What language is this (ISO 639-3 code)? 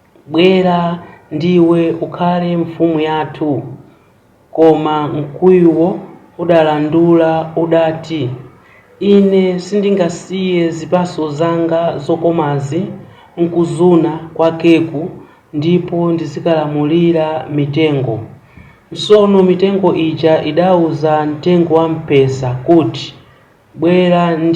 nya